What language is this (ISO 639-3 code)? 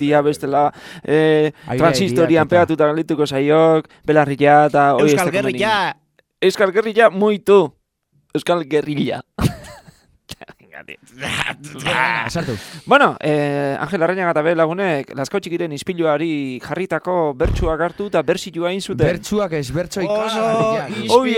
eus